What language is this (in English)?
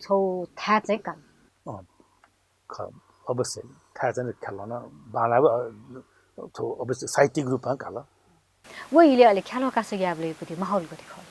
Newari